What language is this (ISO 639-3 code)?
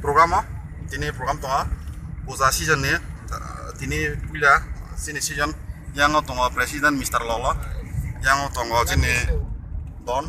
trp